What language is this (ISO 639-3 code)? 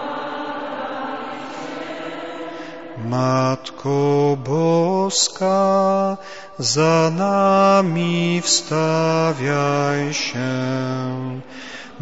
pol